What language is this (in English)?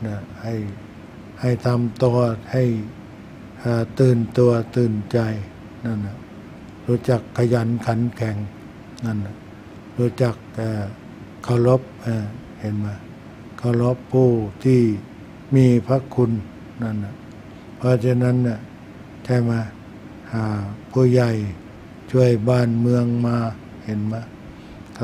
Thai